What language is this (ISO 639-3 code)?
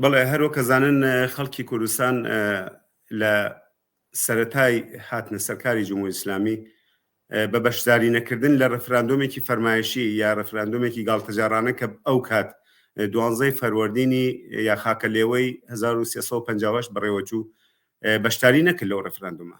ckb